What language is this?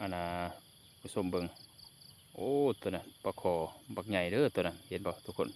Lao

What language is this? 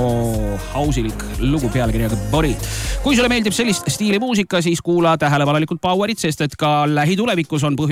Estonian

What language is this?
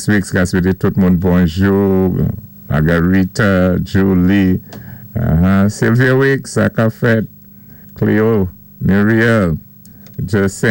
Saint Lucian Creole French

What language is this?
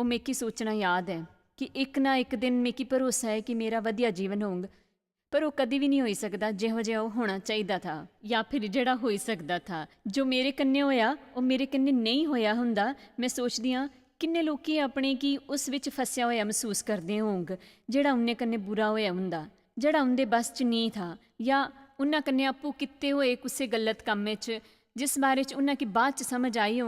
Dogri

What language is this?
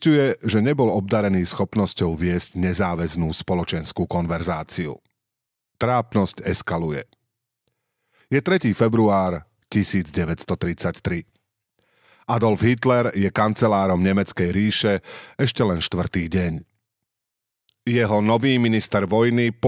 Slovak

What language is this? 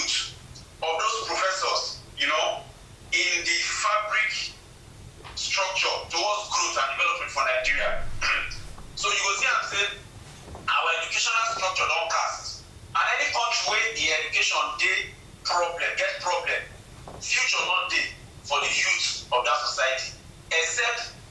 Nigerian Pidgin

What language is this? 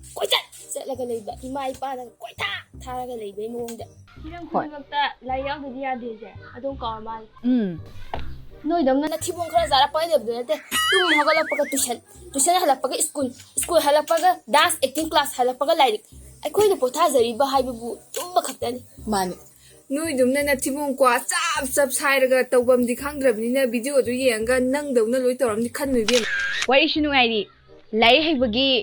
Manipuri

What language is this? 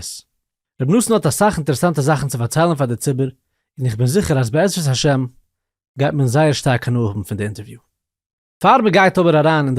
Yiddish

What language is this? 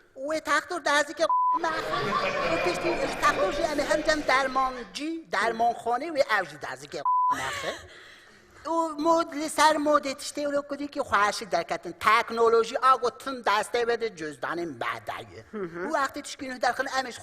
Kurdish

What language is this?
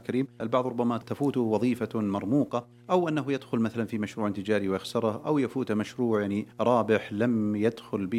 Arabic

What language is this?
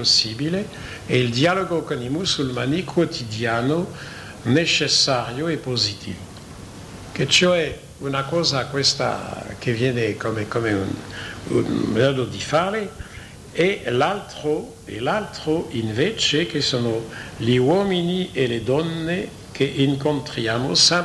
Italian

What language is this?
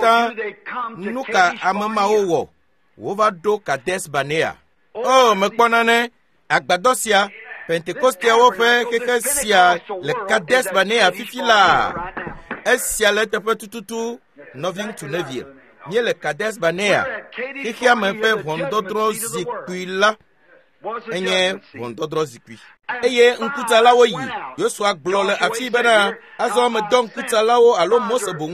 Ewe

